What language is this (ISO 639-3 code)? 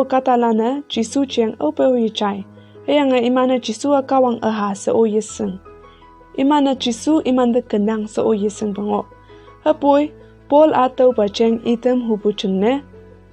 nbe